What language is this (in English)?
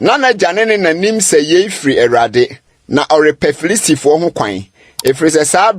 Akan